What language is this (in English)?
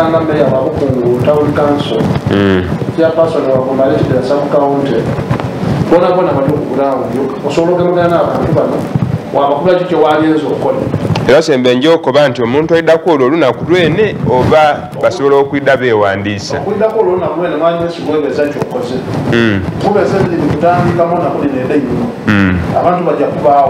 Soga